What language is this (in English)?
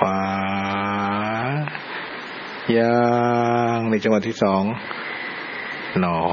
Thai